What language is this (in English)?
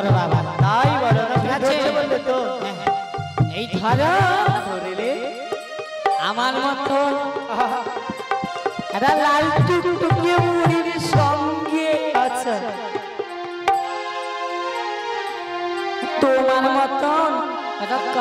Bangla